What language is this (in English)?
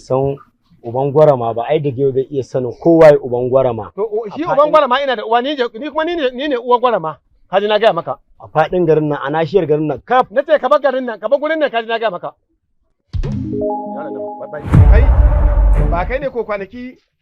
Hausa